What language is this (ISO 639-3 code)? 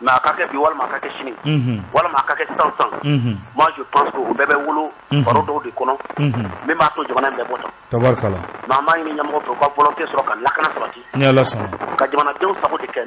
bam